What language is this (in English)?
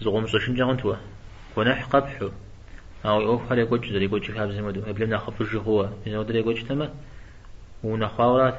Kabardian